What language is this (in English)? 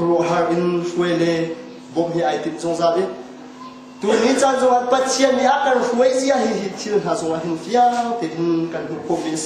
Hakha Chin